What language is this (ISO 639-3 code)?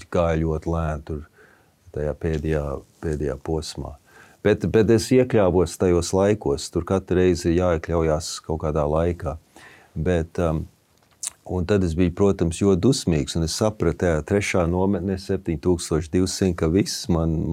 lav